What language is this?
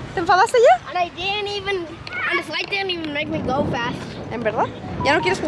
Spanish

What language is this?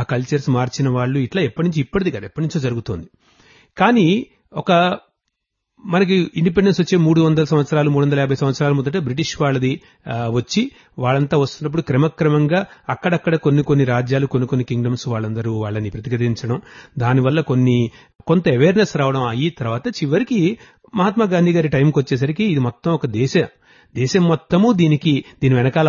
Telugu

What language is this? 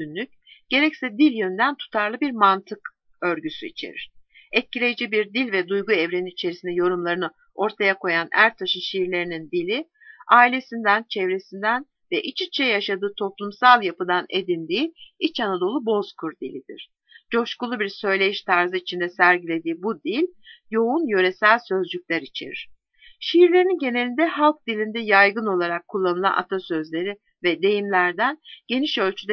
Turkish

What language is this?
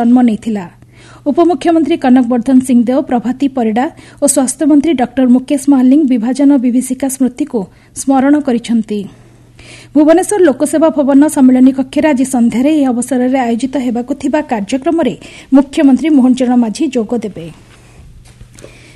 Odia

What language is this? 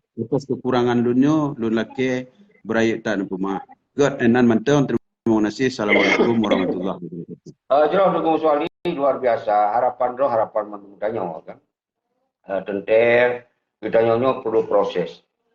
Achinese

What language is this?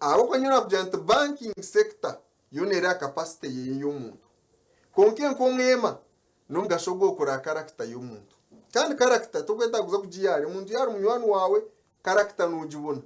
Nyankole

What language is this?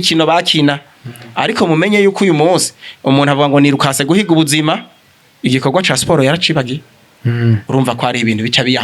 Rundi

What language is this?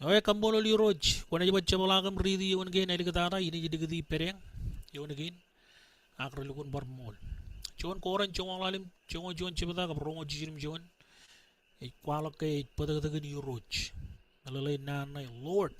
Marshallese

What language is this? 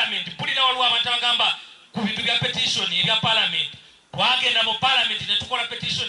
Ganda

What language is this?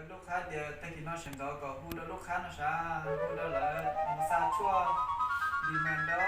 Hmong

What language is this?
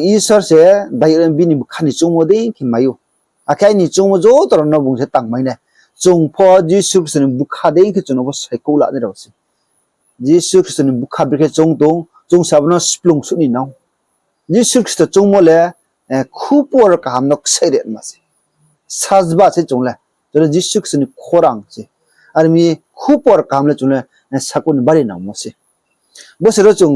Riang (India)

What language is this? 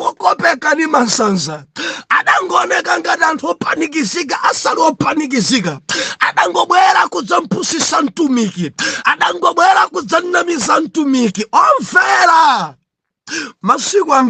Nyanja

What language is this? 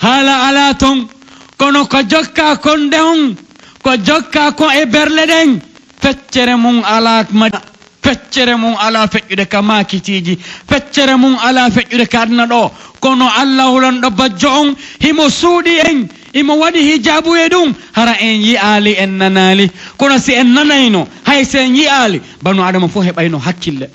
Pular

